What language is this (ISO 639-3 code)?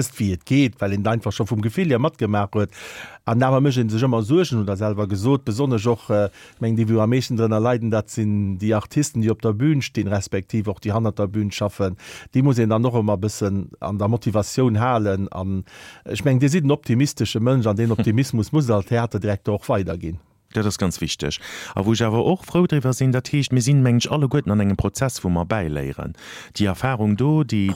ltz